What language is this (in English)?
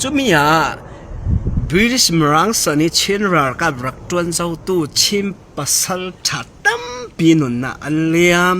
Hakha Chin